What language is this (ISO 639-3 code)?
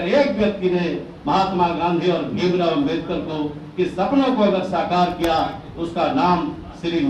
hin